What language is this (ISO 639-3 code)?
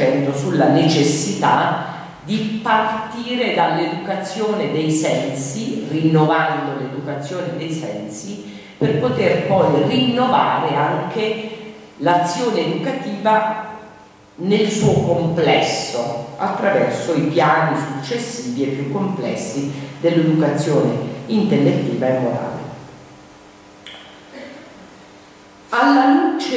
ita